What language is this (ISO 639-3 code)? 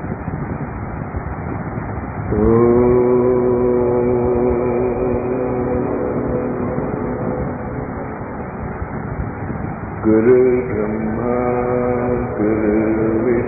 tel